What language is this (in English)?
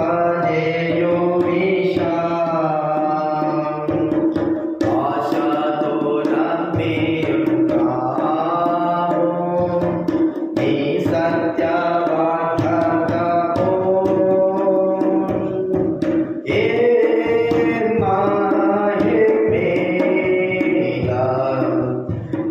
Telugu